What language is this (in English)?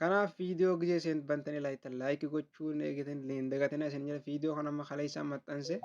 Oromo